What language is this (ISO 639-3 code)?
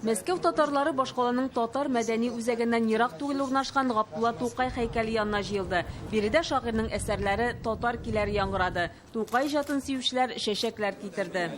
tat